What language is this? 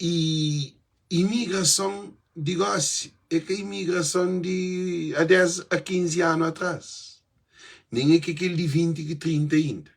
Kabuverdianu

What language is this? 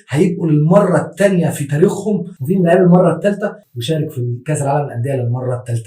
Egyptian Arabic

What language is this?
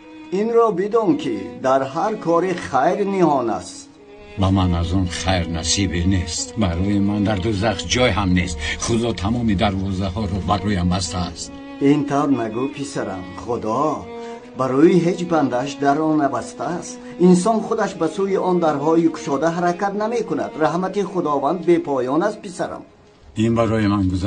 Tajik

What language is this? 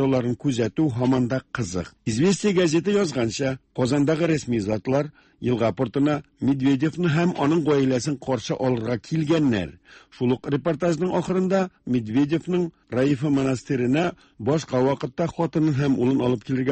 Tatar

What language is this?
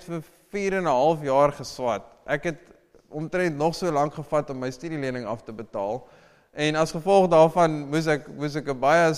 Afrikaans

